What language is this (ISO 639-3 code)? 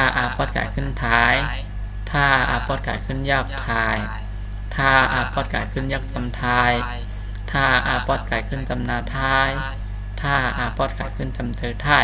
shn